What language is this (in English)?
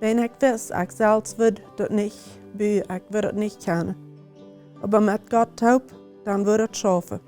Plautdietsch